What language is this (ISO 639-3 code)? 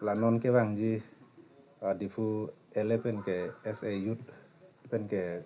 mjw